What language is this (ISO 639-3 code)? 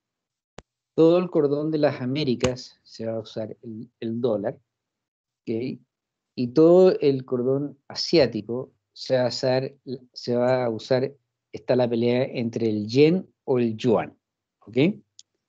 spa